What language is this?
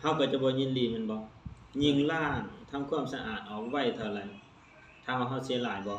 Lao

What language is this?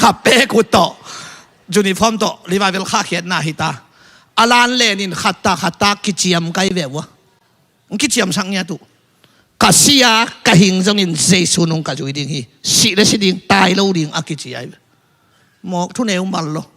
Tedim Chin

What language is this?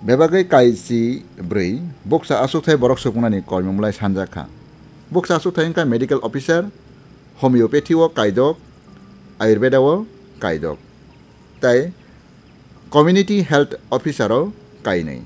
Kok Borok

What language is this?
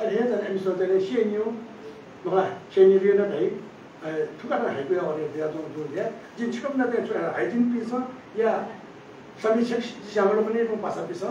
Newari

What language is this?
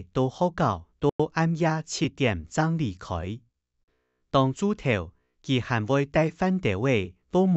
Hakka Chinese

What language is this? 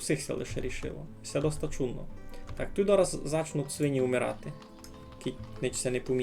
Rusyn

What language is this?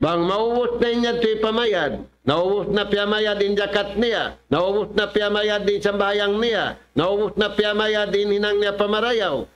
Tausug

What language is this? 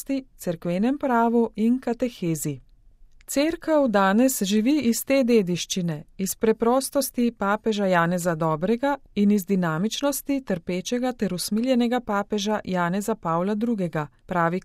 Slovenian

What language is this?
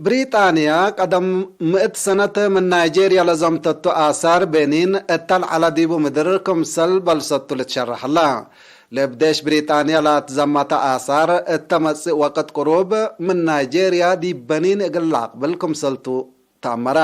Tigre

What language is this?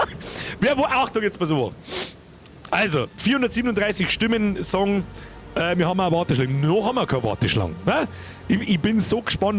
Bavarian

